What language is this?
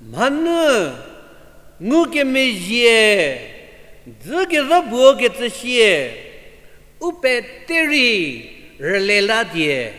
Angami Naga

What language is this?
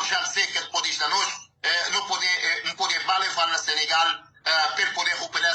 Kabuverdianu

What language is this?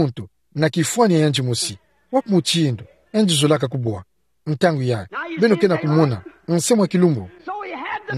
Kituba (Democratic Republic of Congo)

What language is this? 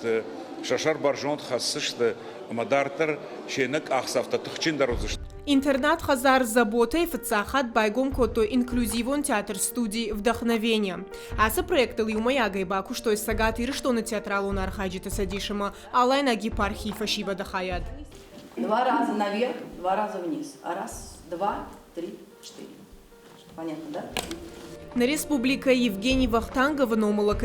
Ossetic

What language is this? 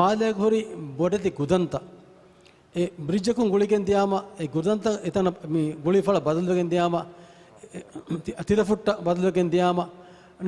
Divehi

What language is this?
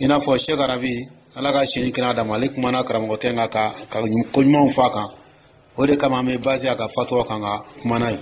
Dyula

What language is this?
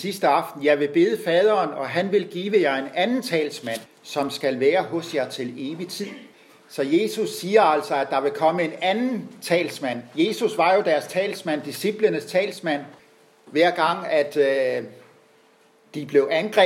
Danish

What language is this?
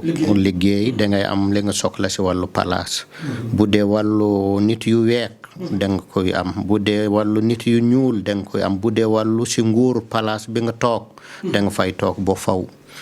Wolof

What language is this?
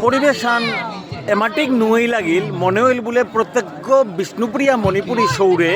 Bishnupriya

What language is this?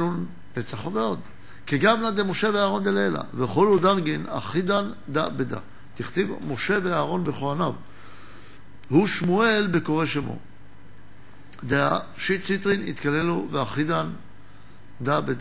Hebrew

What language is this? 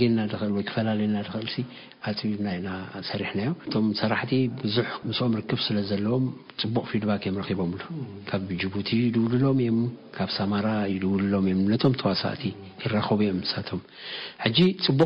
Tigrinya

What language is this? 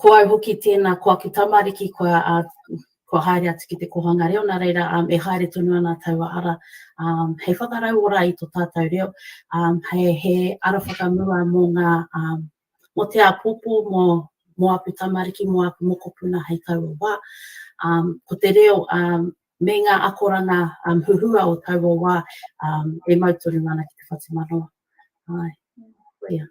Māori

